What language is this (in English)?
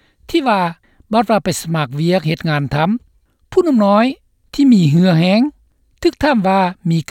Lao